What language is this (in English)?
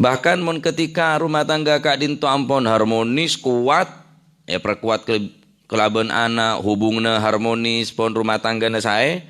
Madurese